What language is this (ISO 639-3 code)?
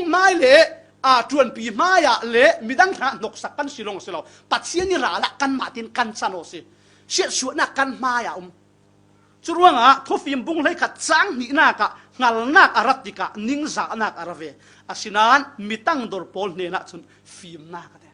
cfm